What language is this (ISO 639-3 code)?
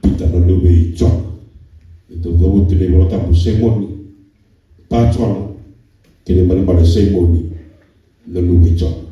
fij